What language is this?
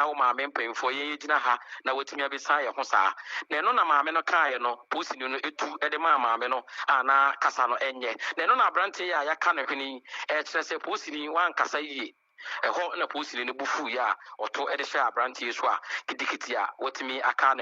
Akan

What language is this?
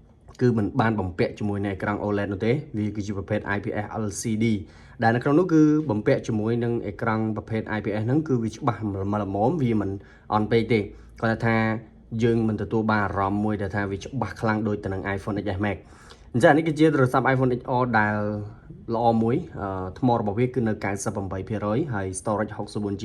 Khmer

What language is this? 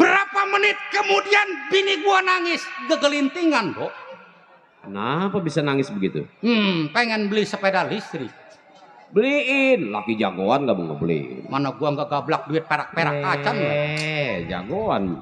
Betawi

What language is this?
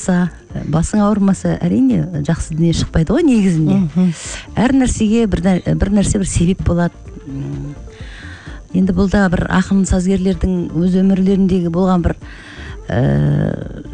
Kazakh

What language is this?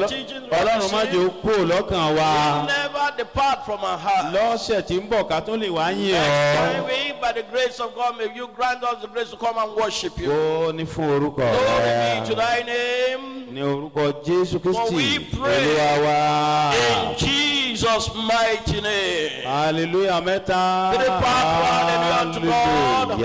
Yoruba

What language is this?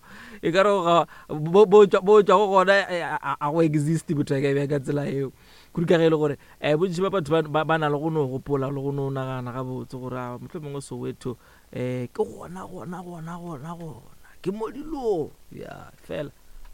Northern Sotho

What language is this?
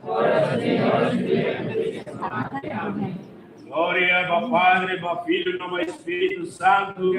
Tetum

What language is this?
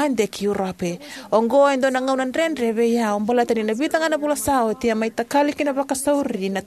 Fijian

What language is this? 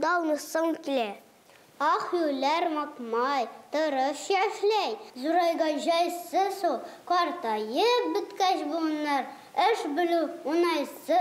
Tatar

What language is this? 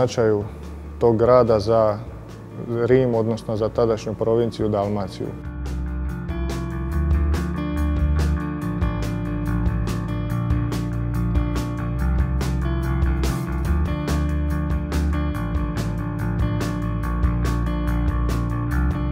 Croatian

